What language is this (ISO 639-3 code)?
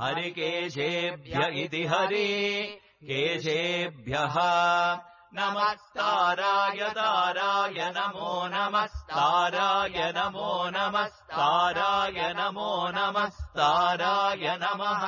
san